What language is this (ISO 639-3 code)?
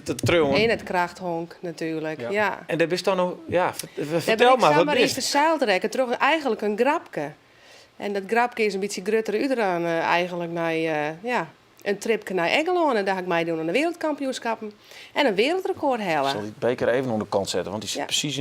fry